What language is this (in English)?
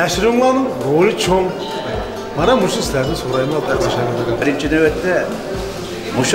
Uyghur